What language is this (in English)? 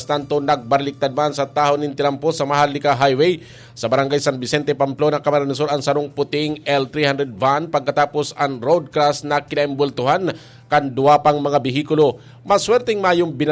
Bikol